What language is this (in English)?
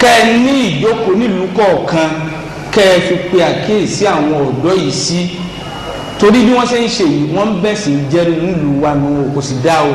Yoruba